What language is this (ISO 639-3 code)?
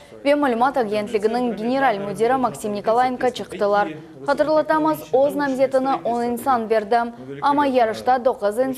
crh